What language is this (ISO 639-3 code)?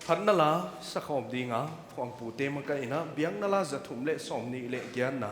pck